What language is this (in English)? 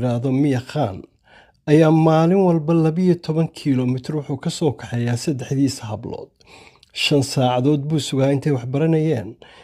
Somali